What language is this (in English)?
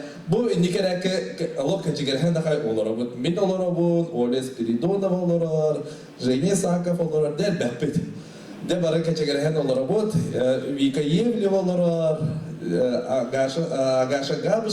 Yakut